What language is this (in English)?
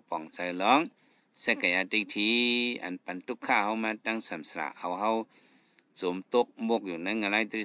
Shan